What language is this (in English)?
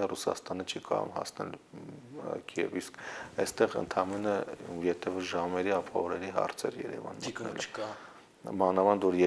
Armenian